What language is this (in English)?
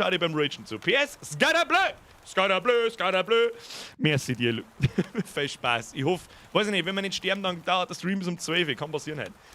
Bavarian